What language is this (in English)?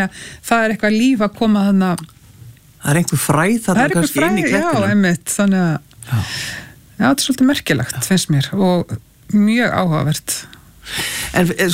Icelandic